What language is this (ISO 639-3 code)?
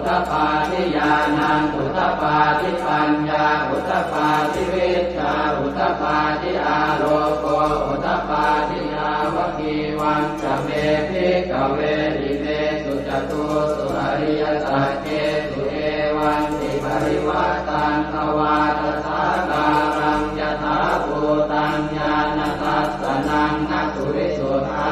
pli